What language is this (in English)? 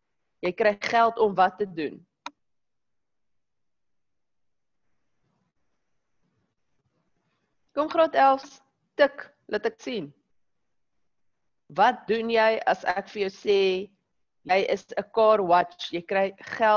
Afrikaans